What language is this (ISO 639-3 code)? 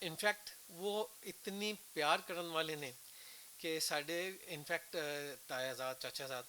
lah